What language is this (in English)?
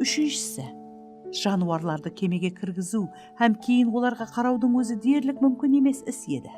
Kara-Kalpak